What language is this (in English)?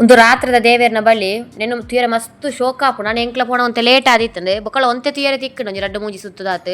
Tulu